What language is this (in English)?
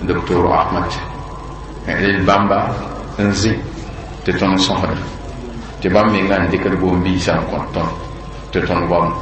Mossi